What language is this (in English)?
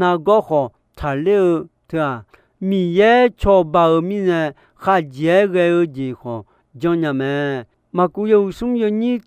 Akha